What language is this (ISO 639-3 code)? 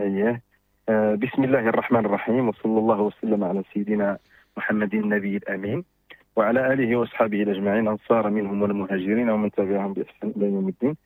ary